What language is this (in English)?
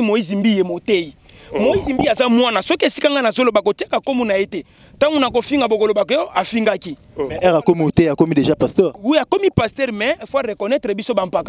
Lingala